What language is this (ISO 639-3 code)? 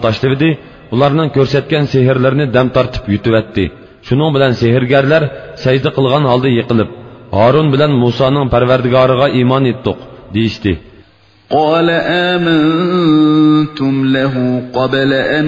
uig